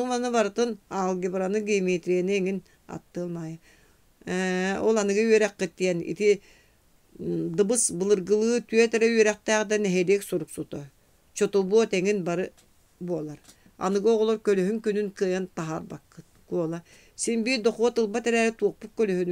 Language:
Yakut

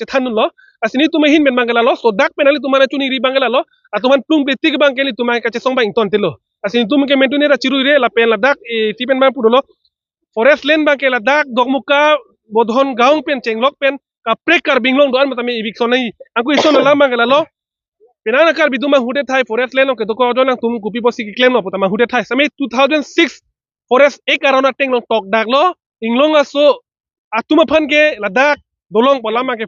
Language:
Karbi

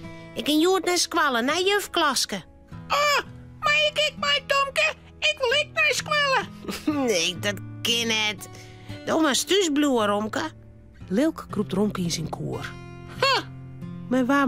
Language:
Western Frisian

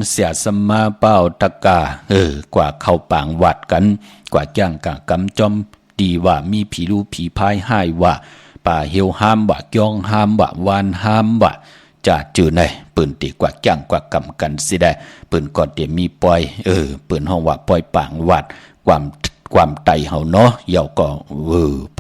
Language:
Shan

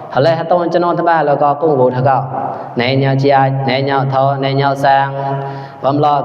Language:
Mon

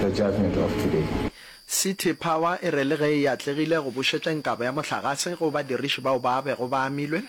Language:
Northern Sotho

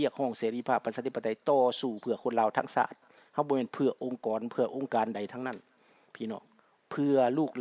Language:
Lao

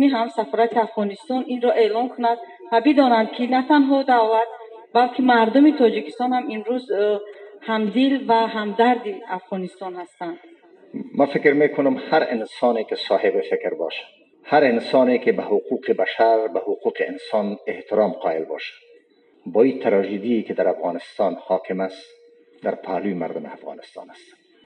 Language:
Persian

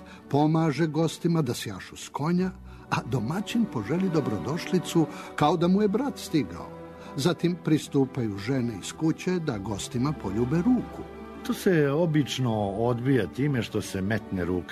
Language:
Serbian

